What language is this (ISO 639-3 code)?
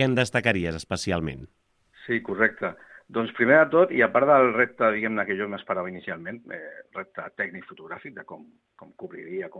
cat